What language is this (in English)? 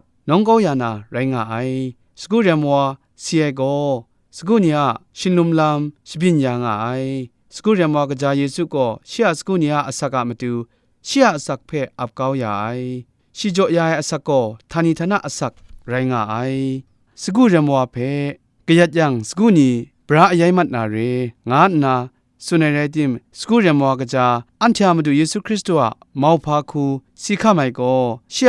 Kachin